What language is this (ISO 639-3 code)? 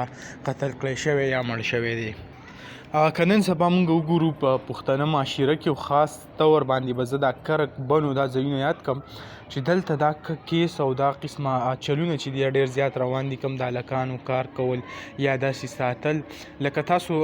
pus